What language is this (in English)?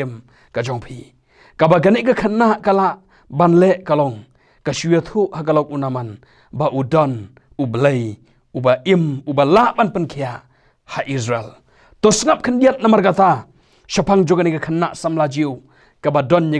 Khasi